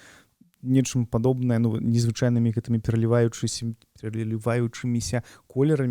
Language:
Belarusian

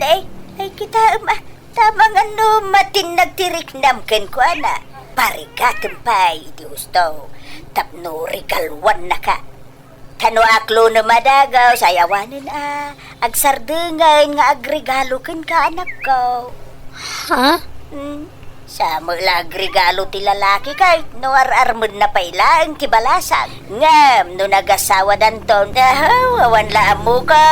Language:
Iloko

